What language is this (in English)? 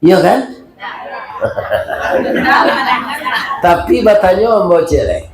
Minangkabau